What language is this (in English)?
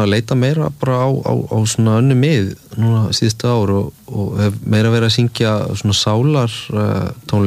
Icelandic